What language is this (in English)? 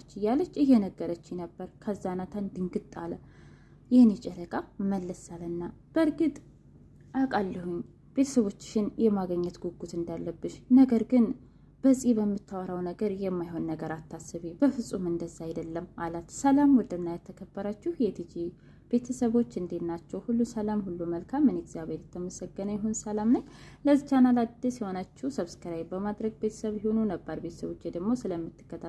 Amharic